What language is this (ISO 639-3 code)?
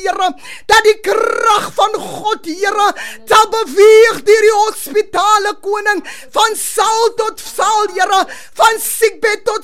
afr